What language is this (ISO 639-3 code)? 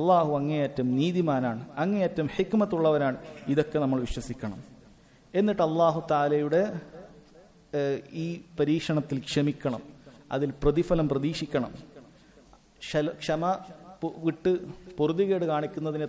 mal